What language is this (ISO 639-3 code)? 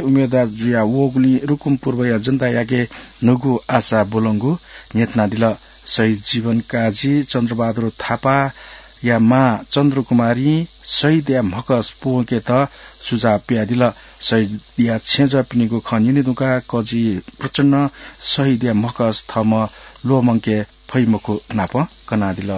new